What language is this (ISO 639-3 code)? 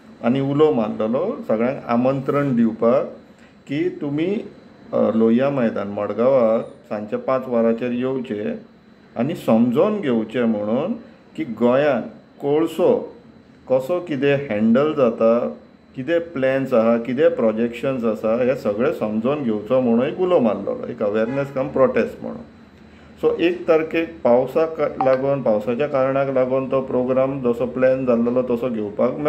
kok